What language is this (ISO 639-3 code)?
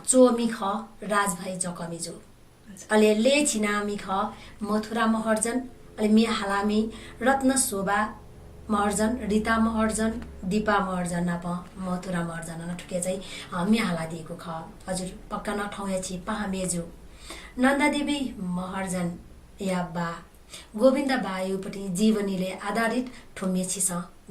new